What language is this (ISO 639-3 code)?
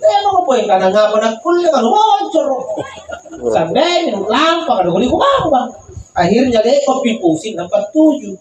mak